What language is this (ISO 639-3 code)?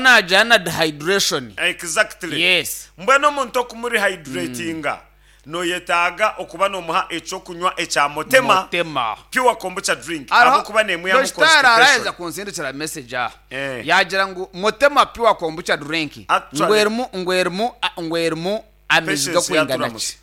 nyn